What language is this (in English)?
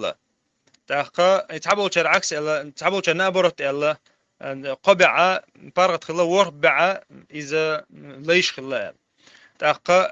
Chechen